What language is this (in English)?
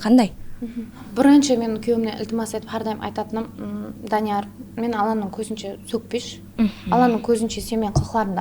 Kara-Kalpak